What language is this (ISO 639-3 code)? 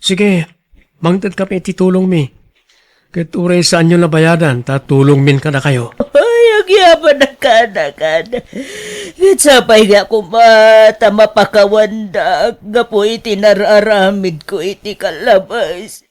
ilo